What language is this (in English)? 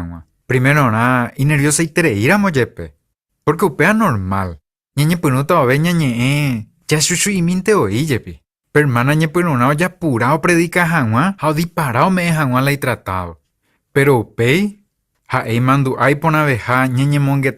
Guarani